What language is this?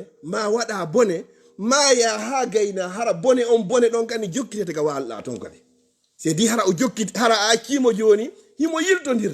Fula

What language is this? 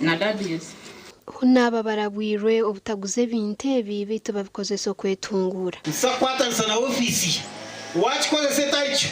Nyankole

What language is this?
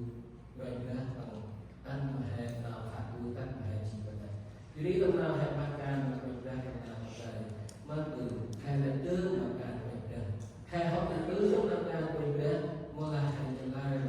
Central Mnong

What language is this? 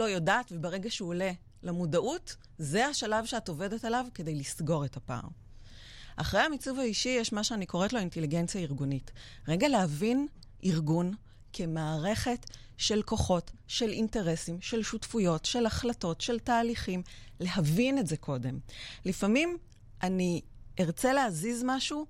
Hebrew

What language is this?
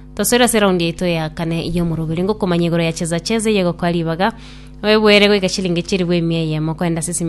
Gusii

